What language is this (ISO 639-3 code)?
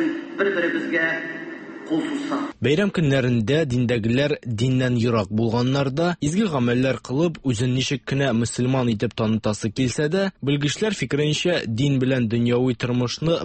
tat